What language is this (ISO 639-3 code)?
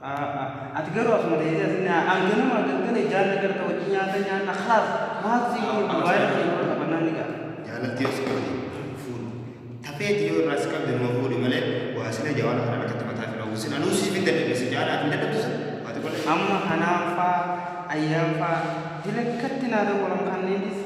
orm